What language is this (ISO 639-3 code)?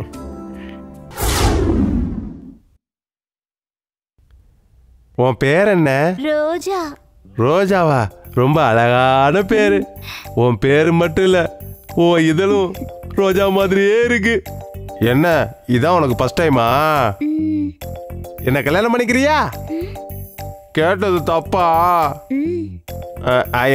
tam